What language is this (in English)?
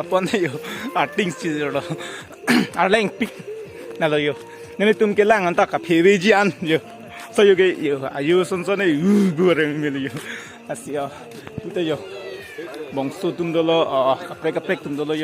Karbi